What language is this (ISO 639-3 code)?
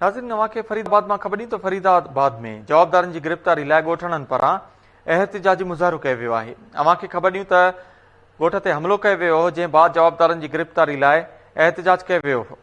snd